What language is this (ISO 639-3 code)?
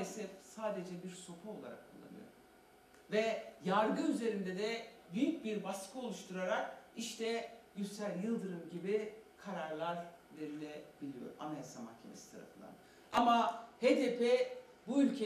tur